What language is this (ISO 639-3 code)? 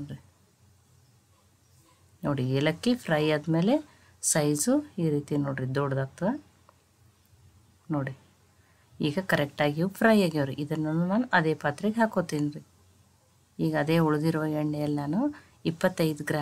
kan